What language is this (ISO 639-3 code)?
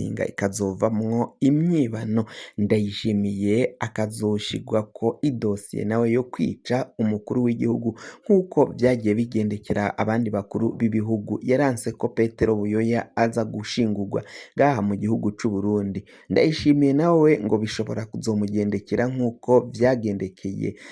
run